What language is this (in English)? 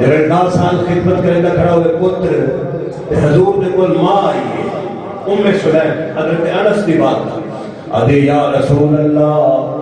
Saraiki